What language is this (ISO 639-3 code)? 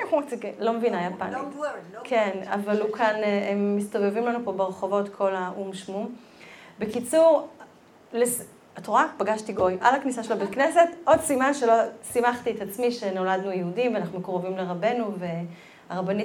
heb